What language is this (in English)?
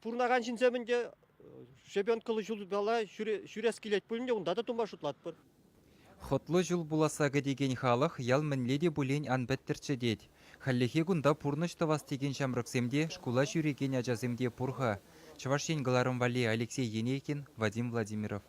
Chuvash